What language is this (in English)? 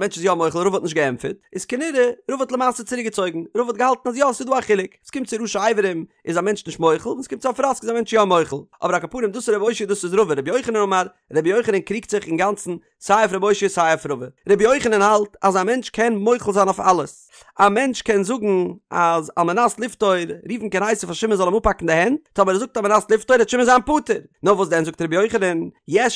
Yiddish